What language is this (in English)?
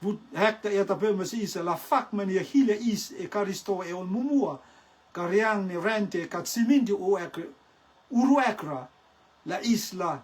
Rotuman